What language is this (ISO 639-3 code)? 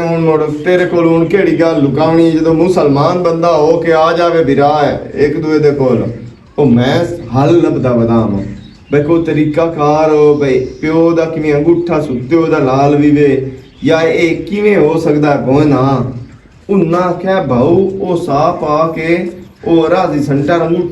lah